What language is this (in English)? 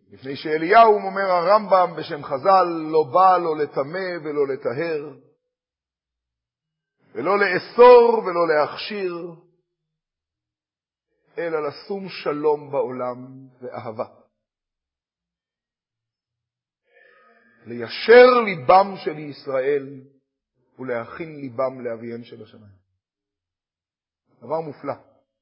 Hebrew